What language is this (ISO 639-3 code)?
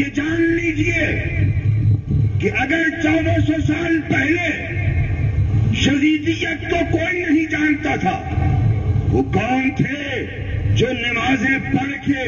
urd